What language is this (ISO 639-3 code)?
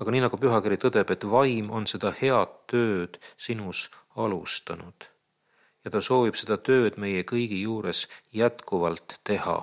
est